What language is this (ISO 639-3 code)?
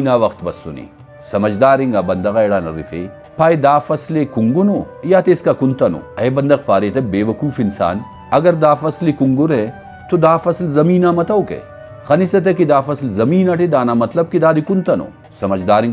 brh